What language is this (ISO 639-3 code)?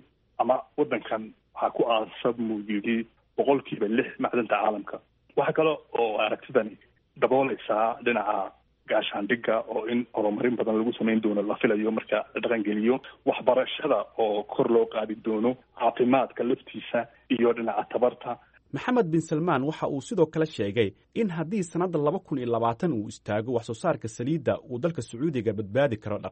som